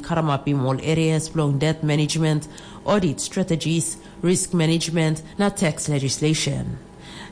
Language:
Tok Pisin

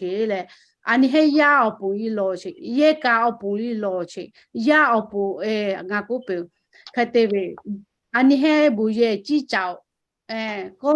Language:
Lahu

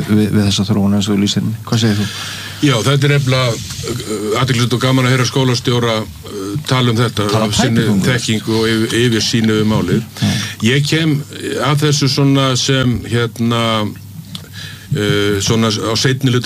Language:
Icelandic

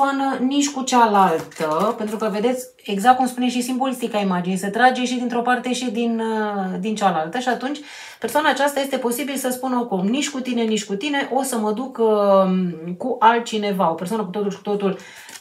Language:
Romanian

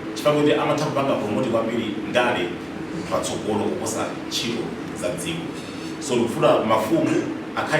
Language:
Nyanja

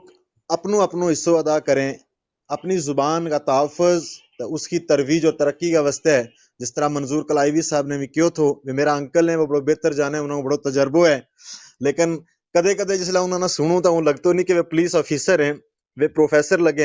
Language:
Gujari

